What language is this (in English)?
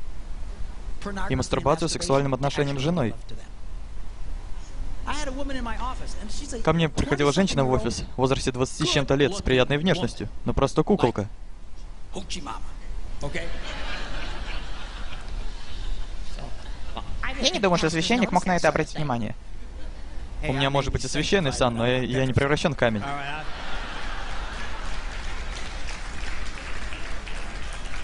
Russian